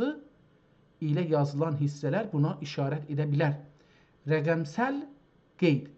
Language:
South Azerbaijani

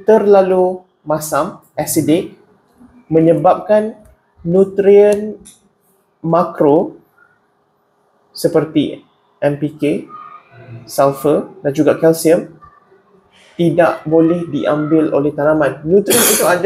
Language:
Malay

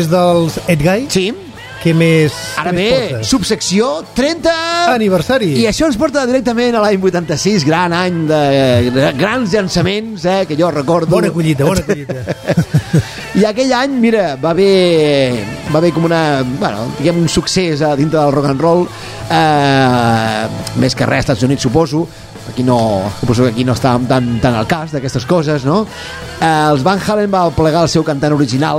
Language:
Catalan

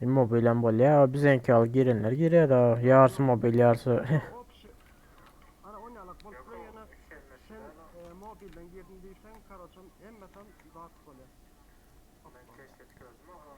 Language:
Turkmen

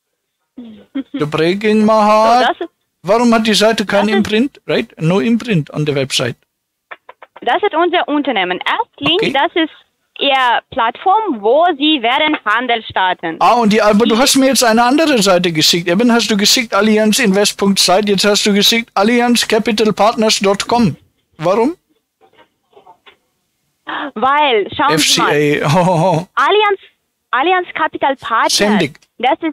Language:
German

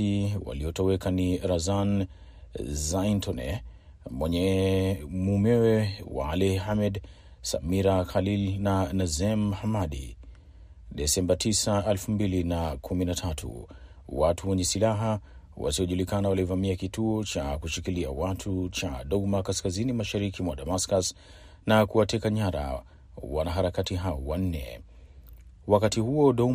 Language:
Swahili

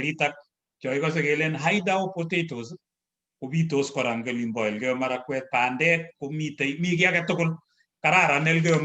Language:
Kalenjin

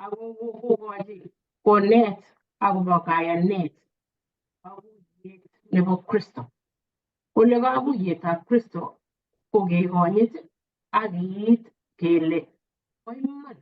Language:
Kalenjin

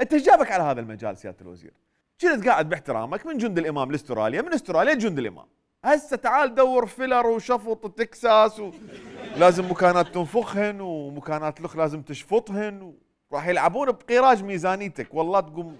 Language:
Mesopotamian Arabic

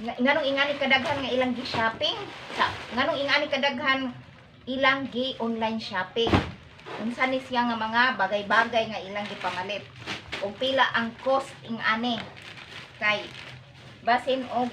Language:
Cebuano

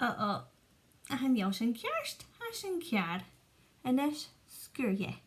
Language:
Scottish Gaelic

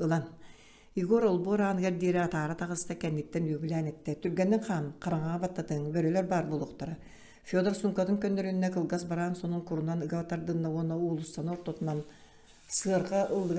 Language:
Yakut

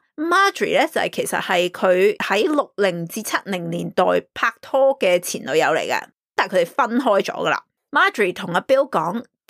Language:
Cantonese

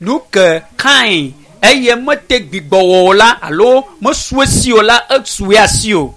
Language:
Ewe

